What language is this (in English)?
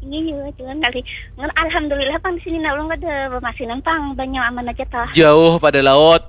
Banjar